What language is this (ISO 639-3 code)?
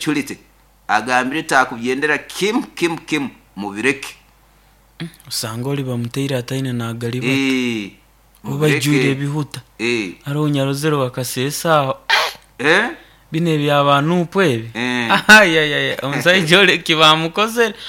nyo